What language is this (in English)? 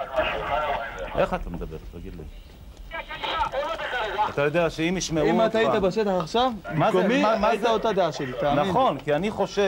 Hebrew